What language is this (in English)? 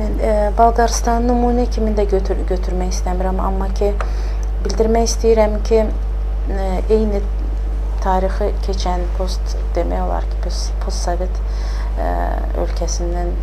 Azerbaijani